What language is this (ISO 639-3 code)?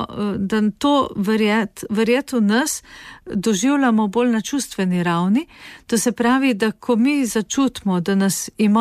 slv